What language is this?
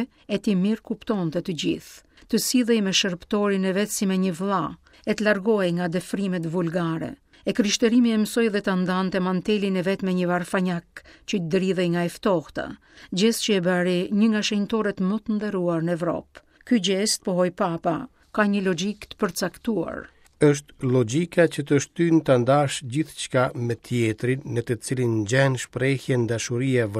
Albanian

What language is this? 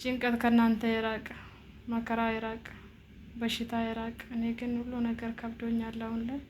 Amharic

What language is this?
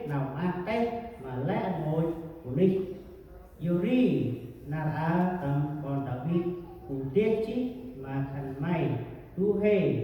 Central Mnong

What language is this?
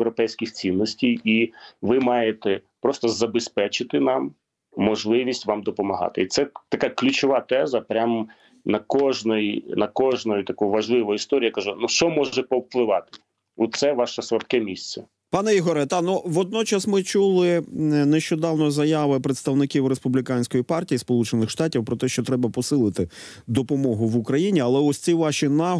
Ukrainian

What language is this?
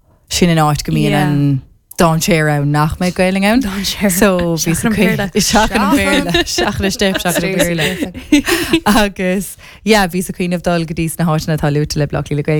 Irish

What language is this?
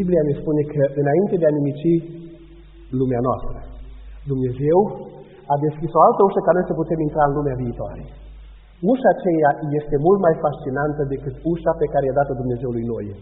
Romanian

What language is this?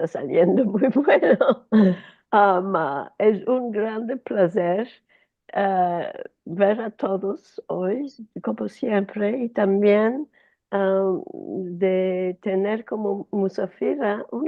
Ladino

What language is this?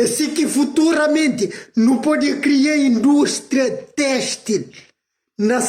Kabuverdianu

